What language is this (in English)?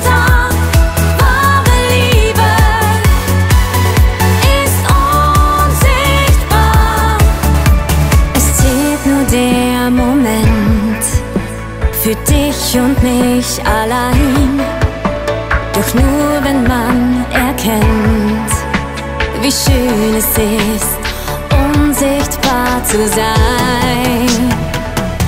German